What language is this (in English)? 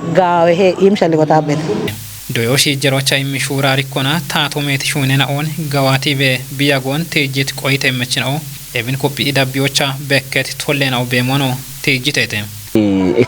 Kafa